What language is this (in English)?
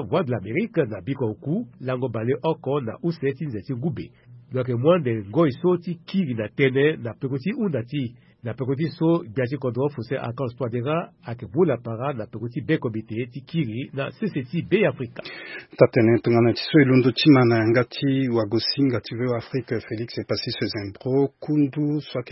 Sango